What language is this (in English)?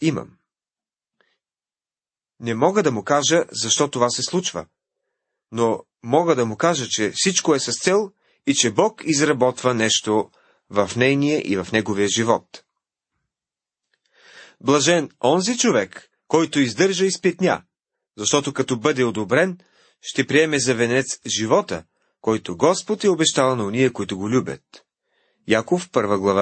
Bulgarian